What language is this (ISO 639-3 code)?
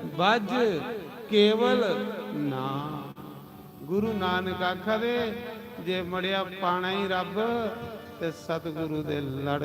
doi